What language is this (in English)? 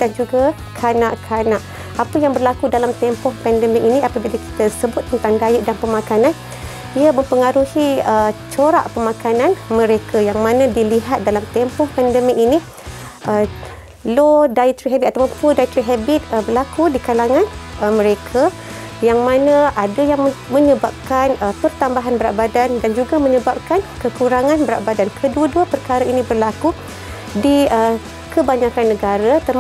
Malay